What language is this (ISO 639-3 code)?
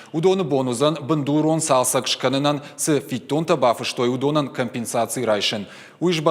oss